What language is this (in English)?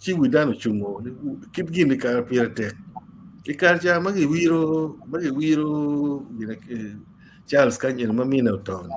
Acoli